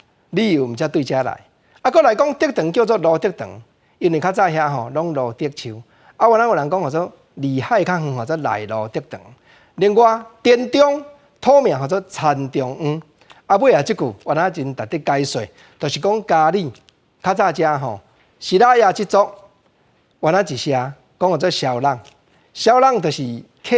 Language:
Min Nan Chinese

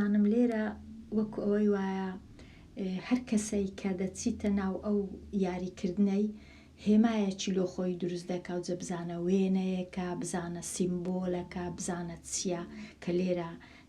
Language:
Central Kurdish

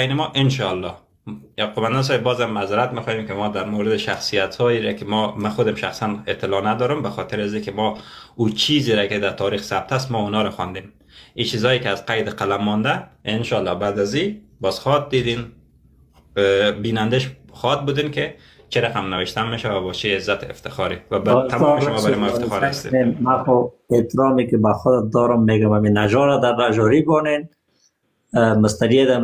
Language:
Persian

